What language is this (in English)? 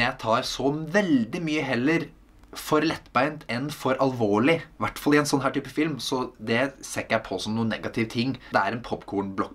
Norwegian